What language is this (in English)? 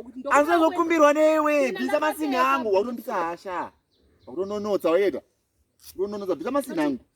Shona